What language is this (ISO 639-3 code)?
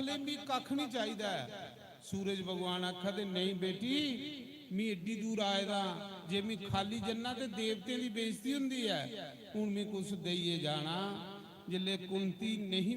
doi